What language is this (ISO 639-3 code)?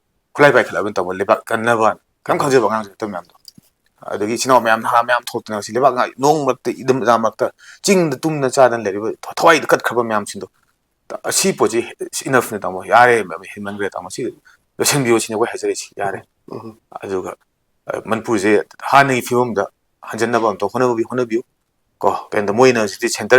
mni